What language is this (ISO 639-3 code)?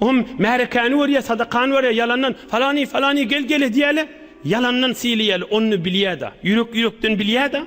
tuk